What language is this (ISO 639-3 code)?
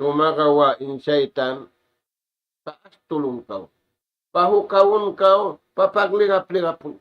tsg